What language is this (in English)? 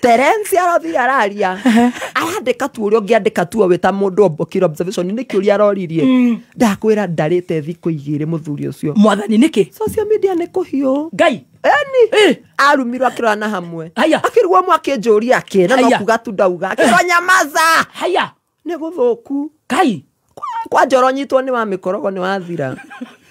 Kikuyu